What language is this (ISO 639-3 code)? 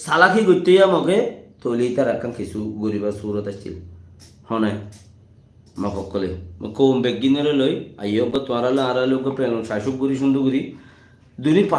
rhg